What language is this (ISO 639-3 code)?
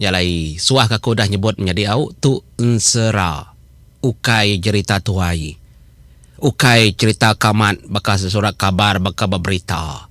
iba